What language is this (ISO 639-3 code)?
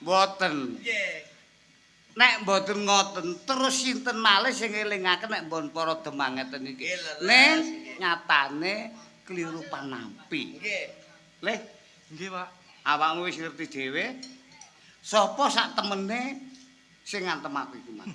jav